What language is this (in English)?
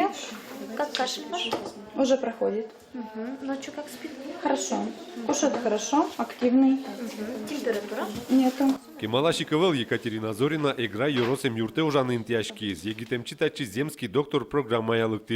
Udmurt